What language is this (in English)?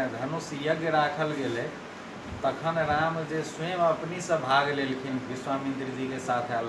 Maithili